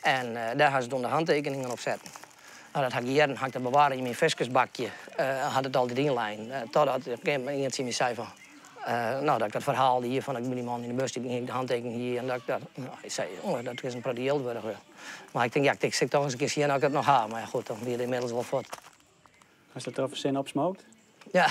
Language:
Western Frisian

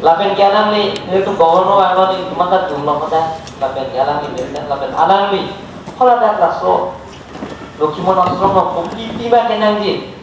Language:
Karbi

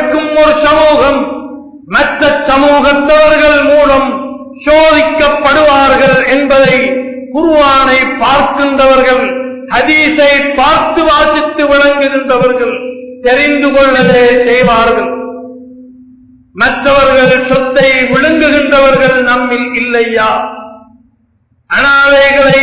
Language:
Tamil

